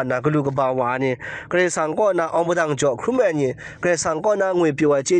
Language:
Kachin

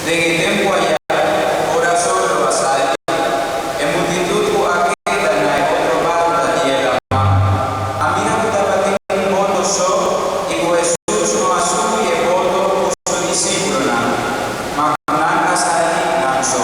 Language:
Papiamento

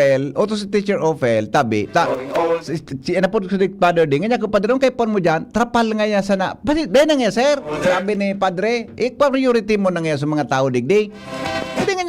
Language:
Bikol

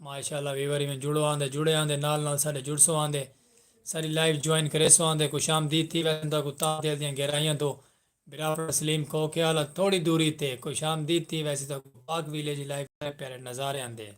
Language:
Saraiki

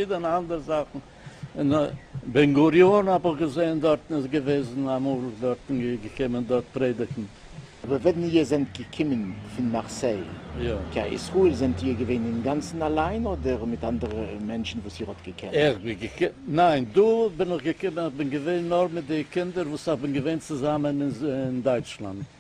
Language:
Yiddish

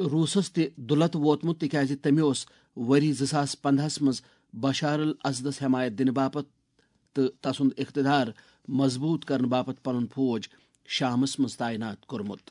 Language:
Kashmiri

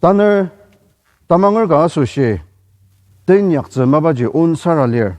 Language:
Ao Naga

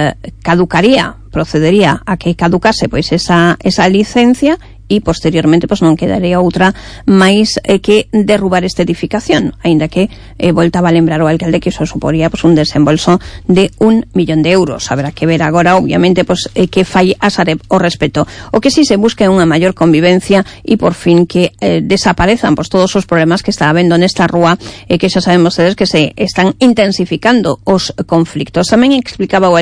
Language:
Galician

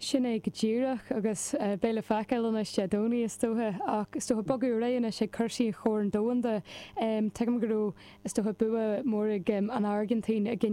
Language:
Irish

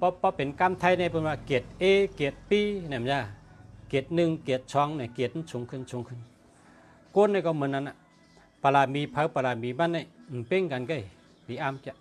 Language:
Shan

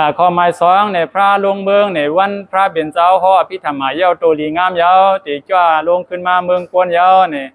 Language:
Shan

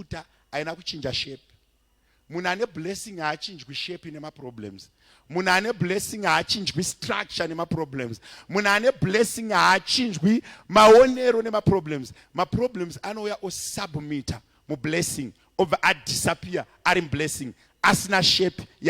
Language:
Shona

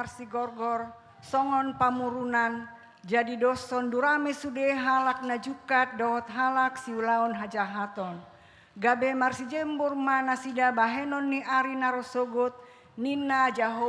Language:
Batak Toba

